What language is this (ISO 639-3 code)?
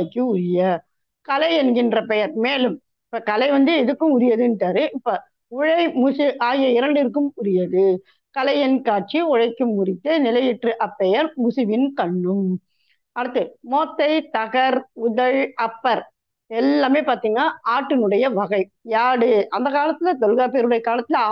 tam